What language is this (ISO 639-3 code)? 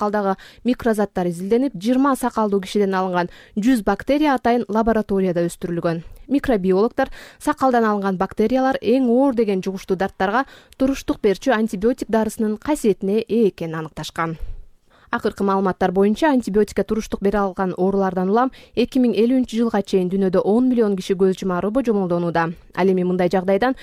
kir